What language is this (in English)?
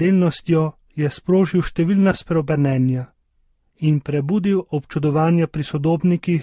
Slovenian